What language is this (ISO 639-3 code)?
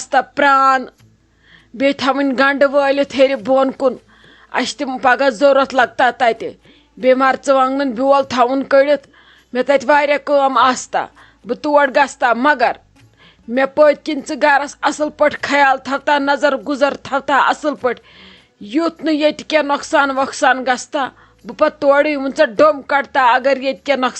kas